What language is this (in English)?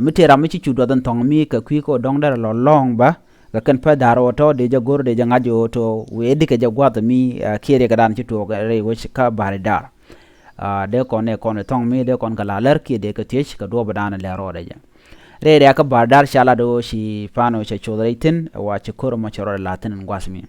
Nuer